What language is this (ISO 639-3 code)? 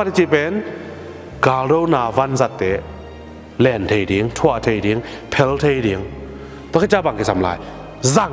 ctd